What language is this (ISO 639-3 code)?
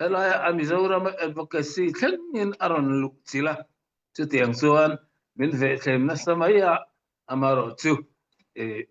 cnh